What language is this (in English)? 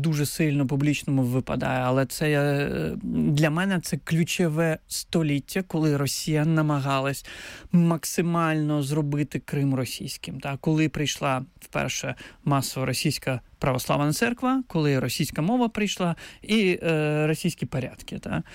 Ukrainian